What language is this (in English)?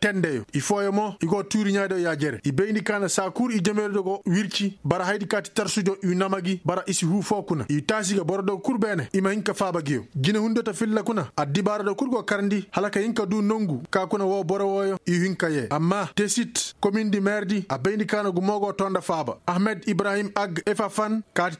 Koyraboro Senni